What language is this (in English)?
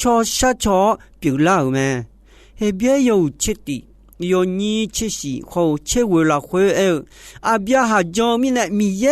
Akha